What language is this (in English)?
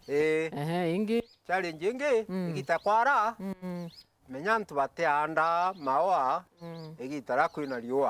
Meru